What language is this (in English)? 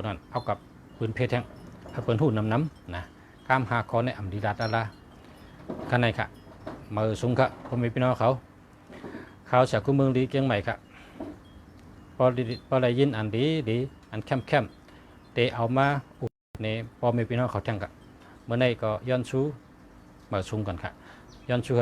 Shan